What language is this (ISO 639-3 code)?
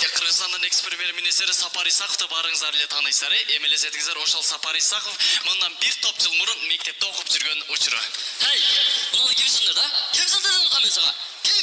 kir